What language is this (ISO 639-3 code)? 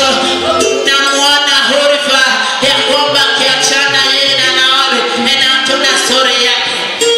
swa